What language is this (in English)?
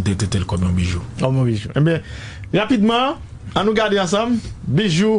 Haitian Creole